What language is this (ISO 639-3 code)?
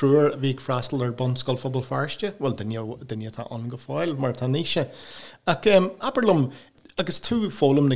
gle